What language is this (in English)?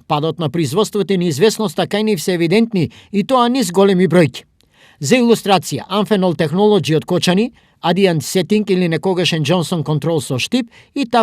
Macedonian